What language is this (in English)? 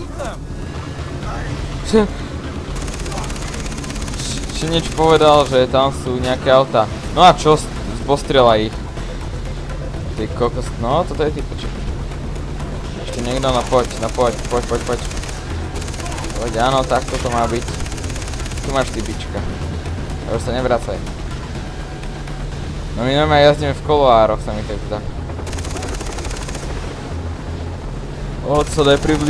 Slovak